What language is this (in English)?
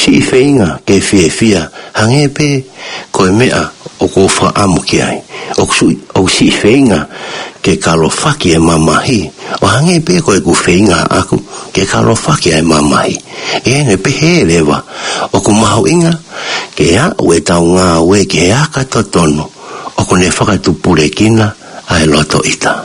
Tongan